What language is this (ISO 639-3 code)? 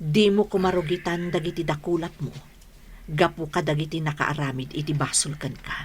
ilo